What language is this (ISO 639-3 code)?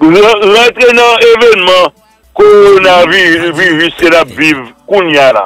hat